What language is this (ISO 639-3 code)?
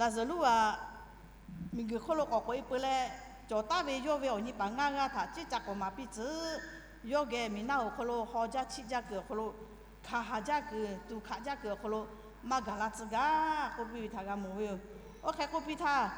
lhu